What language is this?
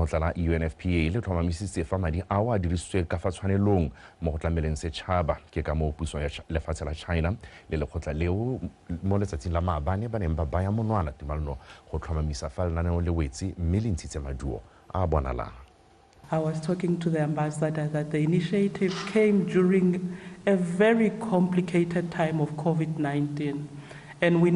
Tswana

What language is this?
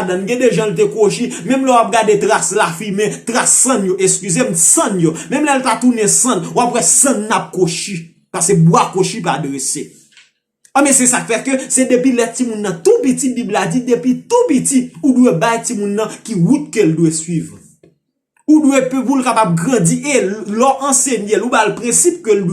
Haitian Creole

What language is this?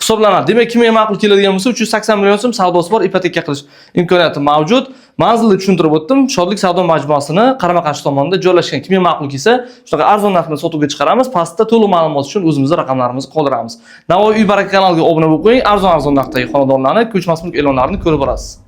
Uzbek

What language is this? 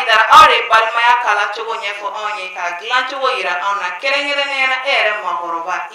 Bambara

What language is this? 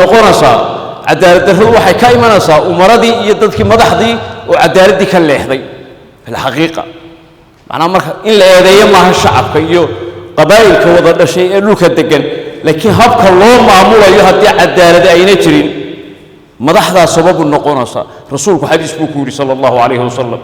Somali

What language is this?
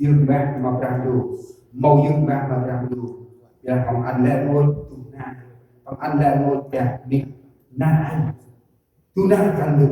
Central Mnong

